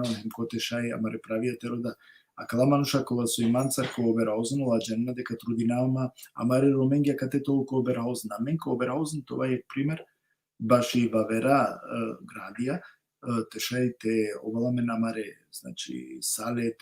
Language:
Balkan Romani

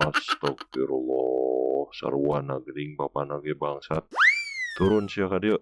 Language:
Sundanese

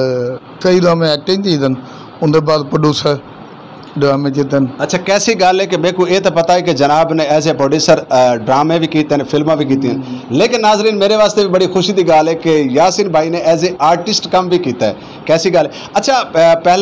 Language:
Saraiki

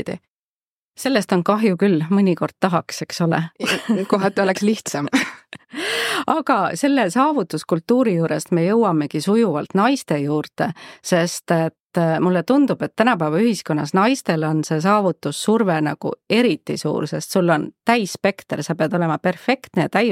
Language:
Estonian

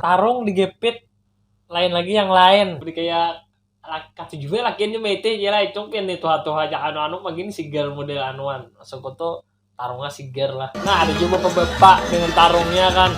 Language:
Banjar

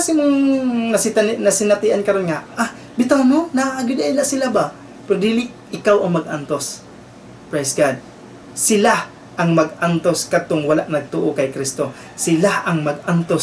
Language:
Cebuano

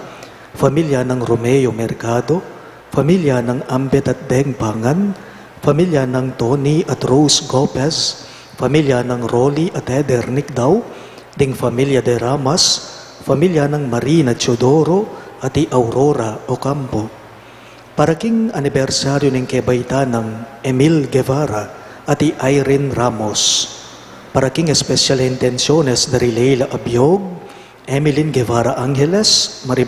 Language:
Pampanga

